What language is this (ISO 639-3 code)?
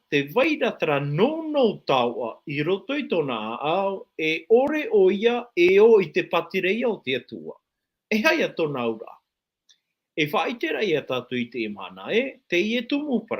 tah